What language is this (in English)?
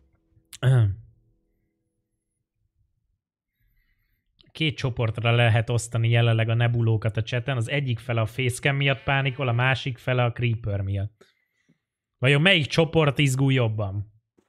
Hungarian